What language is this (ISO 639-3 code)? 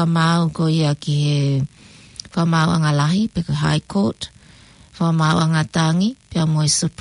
ton